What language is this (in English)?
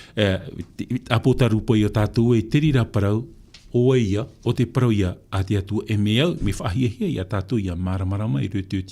Tahitian